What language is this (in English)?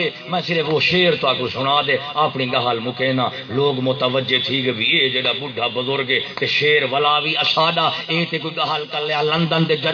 Saraiki